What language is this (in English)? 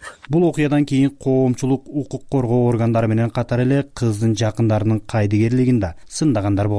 Kyrgyz